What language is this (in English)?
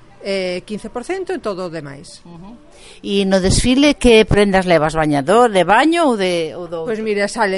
Galician